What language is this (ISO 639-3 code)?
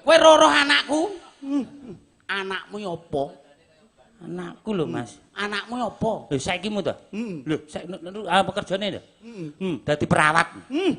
jav